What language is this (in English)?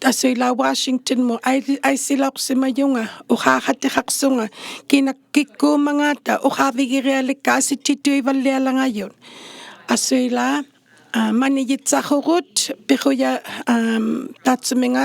Inuktitut